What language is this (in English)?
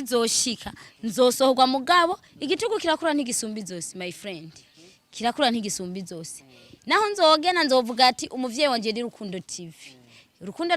Rundi